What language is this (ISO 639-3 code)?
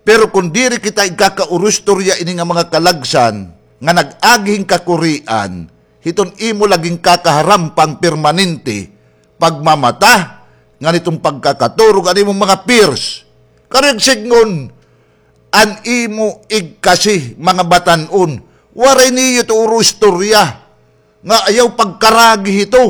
war